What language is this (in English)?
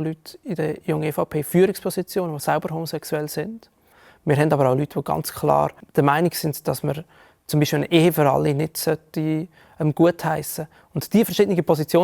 Swiss German